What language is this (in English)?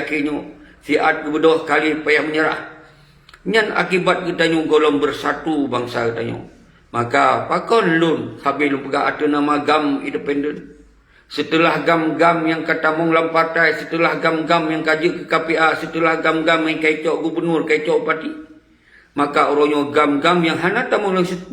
Achinese